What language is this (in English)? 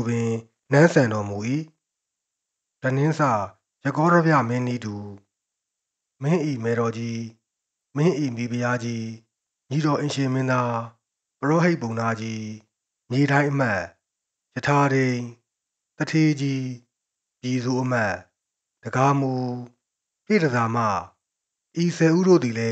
Burmese